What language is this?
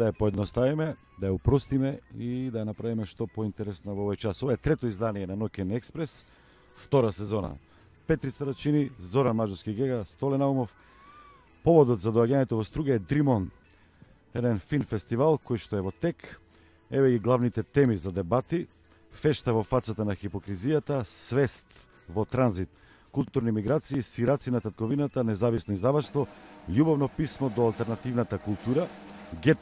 Macedonian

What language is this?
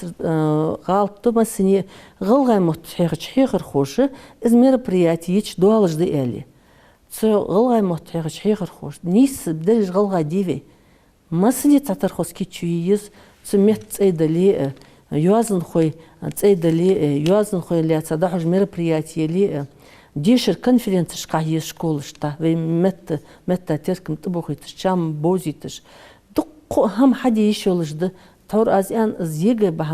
Ingush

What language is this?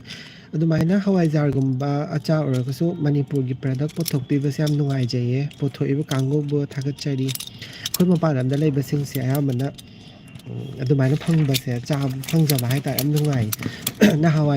Manipuri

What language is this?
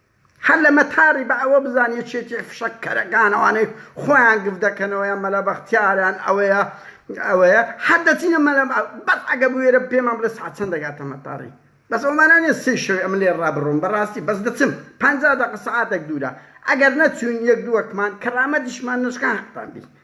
Central Kurdish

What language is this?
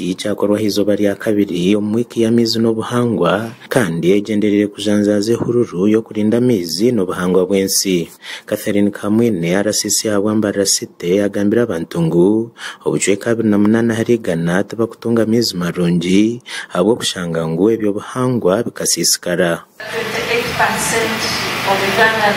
Nyankole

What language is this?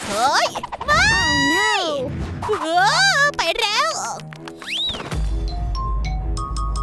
Thai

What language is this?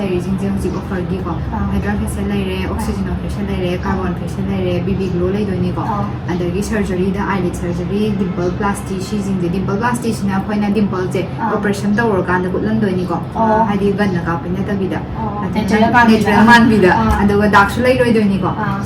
Manipuri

